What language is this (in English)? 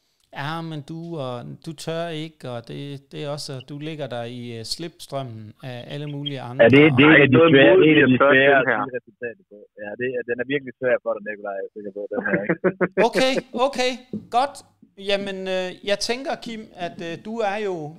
Danish